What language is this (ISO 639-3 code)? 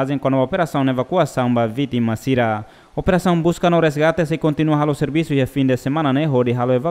tet